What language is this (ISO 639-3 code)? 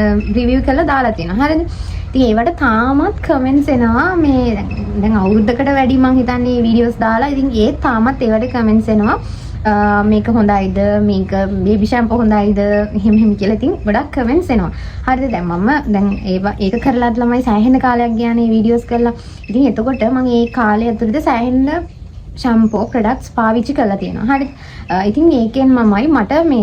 sin